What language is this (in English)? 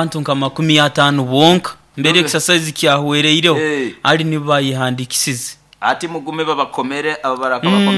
Nyoro